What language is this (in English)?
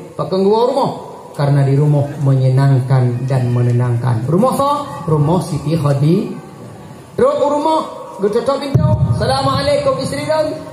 Achinese